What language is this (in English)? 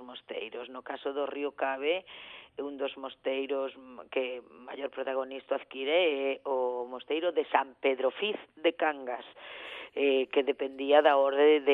Galician